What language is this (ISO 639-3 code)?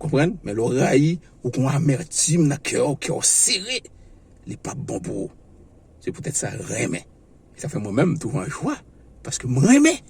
hat